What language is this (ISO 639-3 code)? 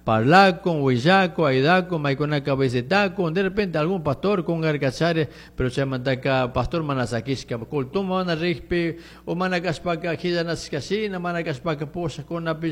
qug